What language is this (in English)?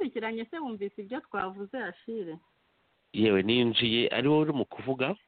Kinyarwanda